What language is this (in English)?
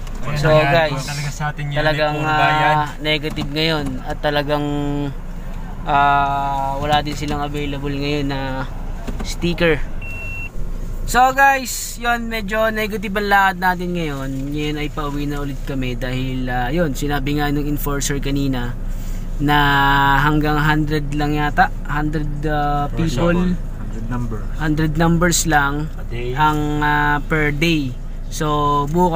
Filipino